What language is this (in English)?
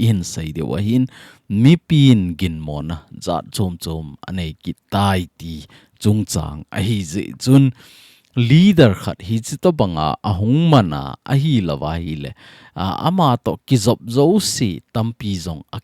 Thado Chin